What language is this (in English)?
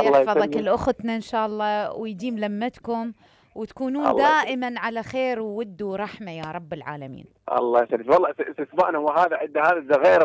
Mesopotamian Arabic